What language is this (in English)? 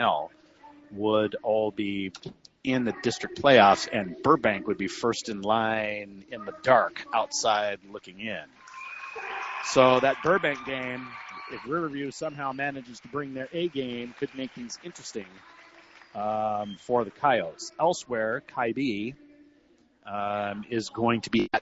English